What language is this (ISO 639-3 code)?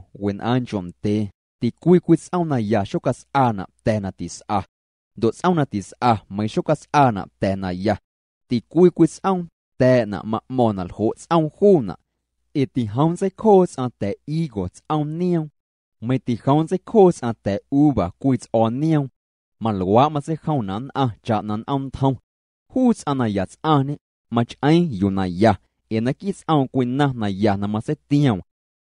amu